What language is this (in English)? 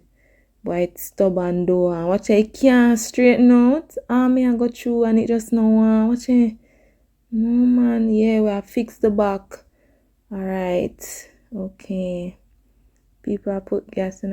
Jamaican Creole English